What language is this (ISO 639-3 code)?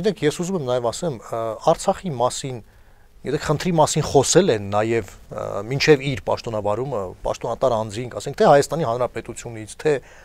hye